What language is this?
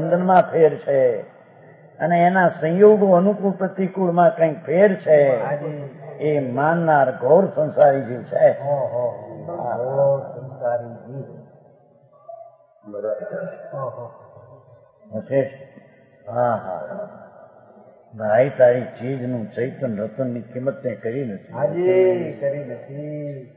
Gujarati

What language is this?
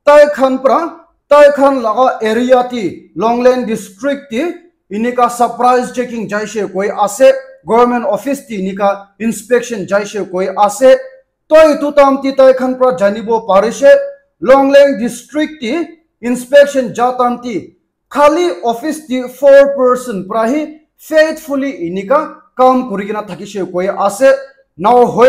Naga Pidgin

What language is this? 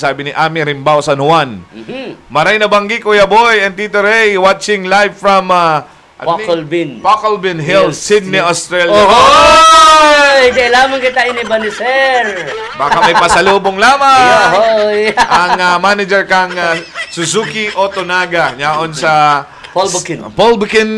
Bikol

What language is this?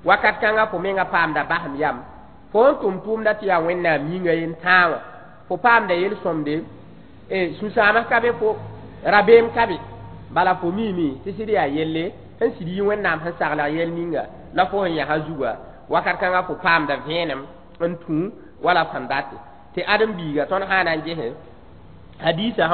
Mossi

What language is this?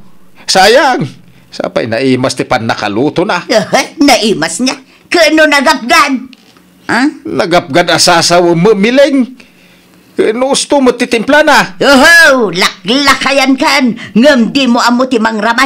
Iloko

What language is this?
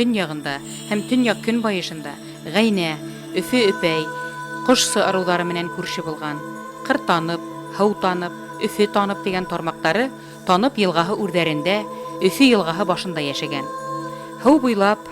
Bashkir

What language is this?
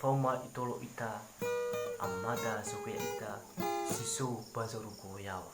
Nias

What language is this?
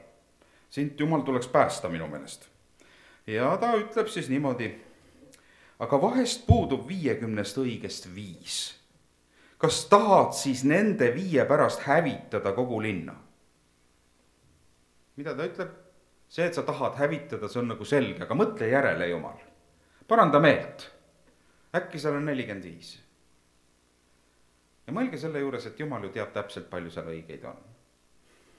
Estonian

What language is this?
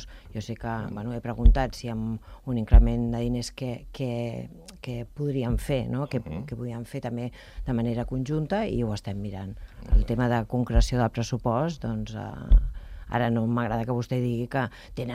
Catalan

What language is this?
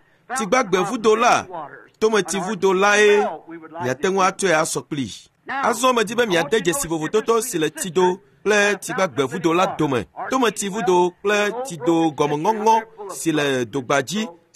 Ewe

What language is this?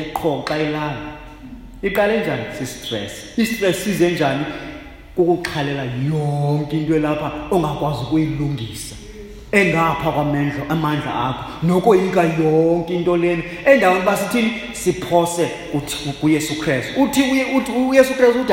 Xhosa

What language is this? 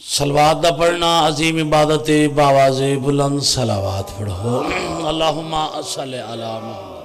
Pahari-Potwari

